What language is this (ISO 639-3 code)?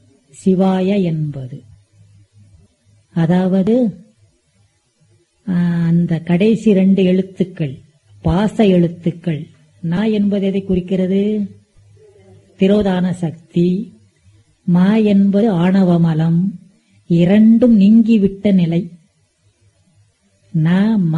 tam